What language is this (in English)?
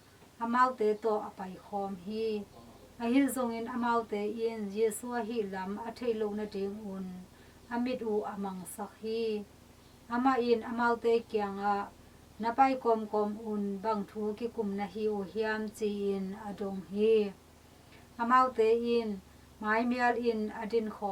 Tedim Chin